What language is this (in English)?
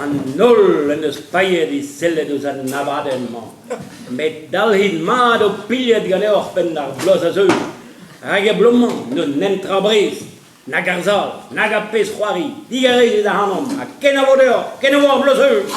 Breton